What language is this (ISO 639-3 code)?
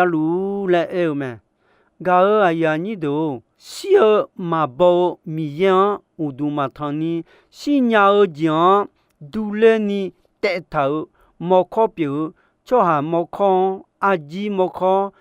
ahk